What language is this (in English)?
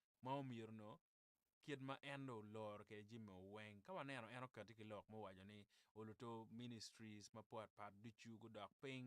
Acoli